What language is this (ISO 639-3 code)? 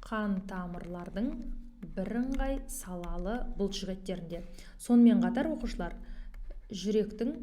kaz